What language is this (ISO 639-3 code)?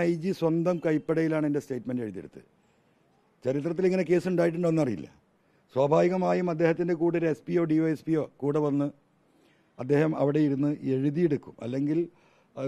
mal